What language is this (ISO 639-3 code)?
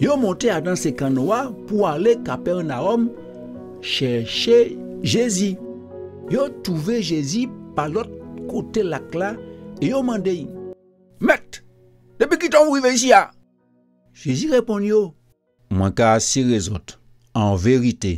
gcf